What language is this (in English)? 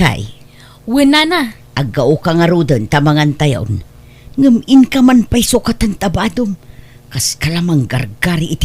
Iloko